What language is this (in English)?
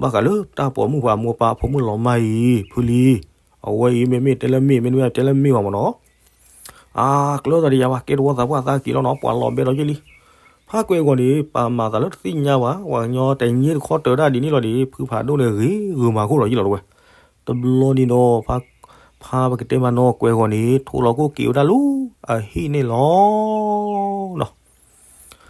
S'gaw Karen